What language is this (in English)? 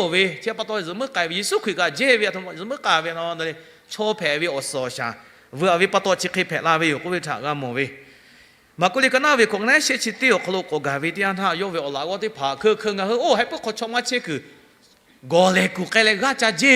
Lahu